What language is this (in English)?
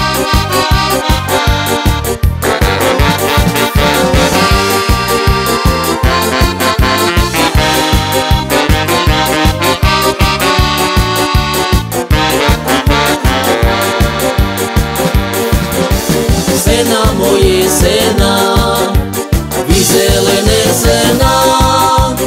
Slovak